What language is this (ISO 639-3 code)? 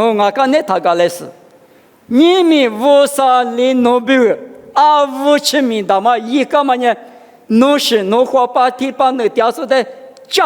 lis